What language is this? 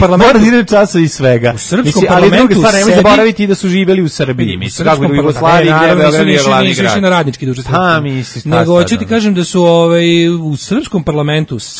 Serbian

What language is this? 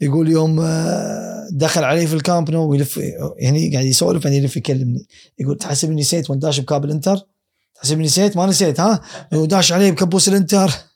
Gulf Arabic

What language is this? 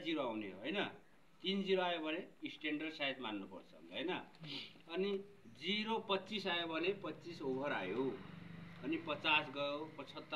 Nepali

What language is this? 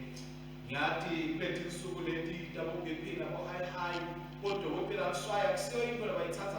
Swati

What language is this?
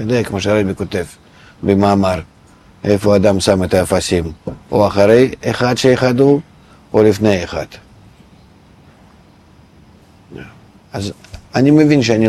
Hebrew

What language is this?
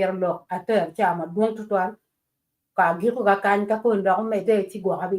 Acoli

